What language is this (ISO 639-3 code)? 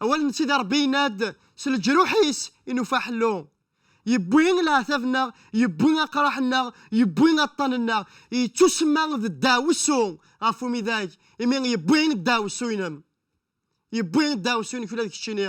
kab